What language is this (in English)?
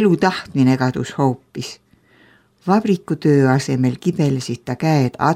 Estonian